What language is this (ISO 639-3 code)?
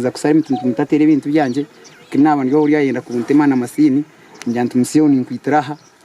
nyn